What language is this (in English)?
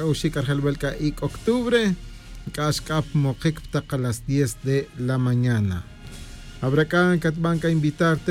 Tz'utujil